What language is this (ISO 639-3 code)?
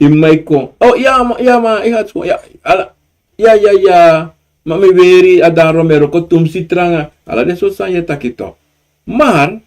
srn